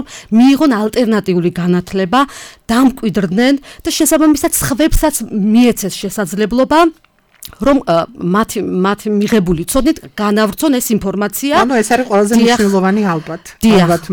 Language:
Georgian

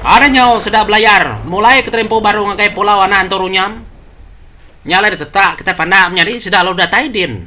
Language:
Iban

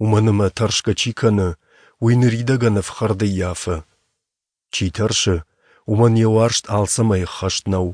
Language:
Ossetic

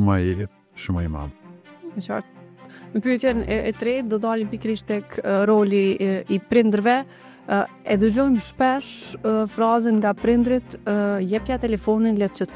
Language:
Albanian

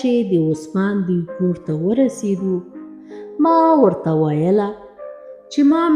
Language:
Pashto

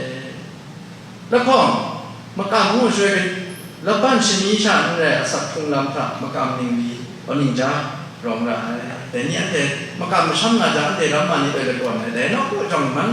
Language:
Kachin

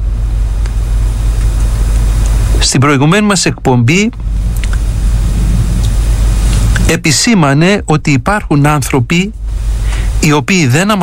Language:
Greek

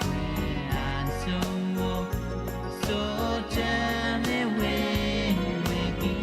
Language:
Pohnpeian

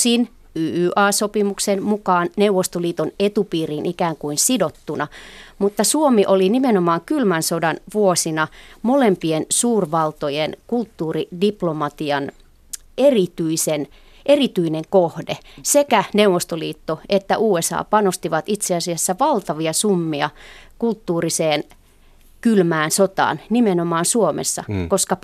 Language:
Finnish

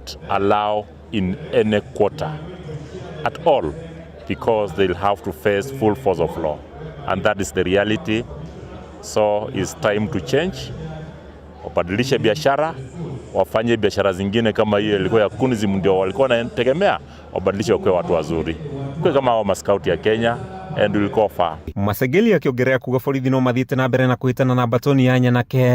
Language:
Kikuyu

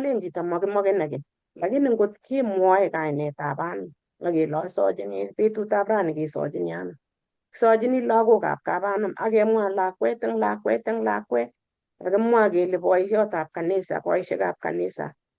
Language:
Kalenjin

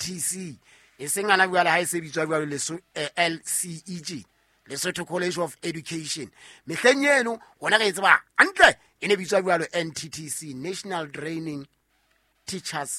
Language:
Southern Sotho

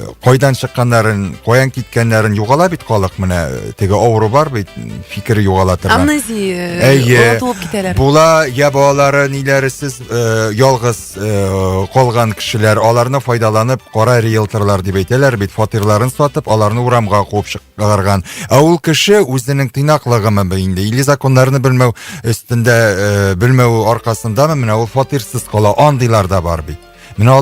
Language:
Tatar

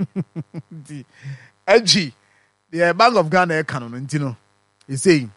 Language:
Akan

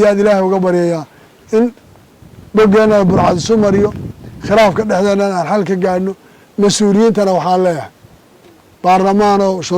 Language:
Somali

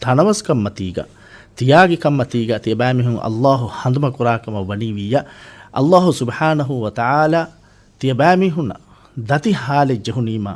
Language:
Divehi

